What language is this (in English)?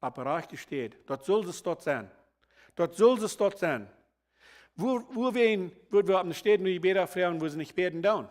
Plautdietsch